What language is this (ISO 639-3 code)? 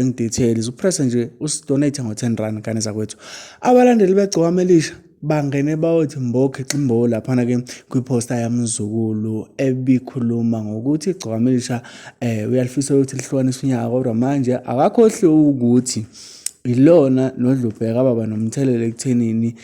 zul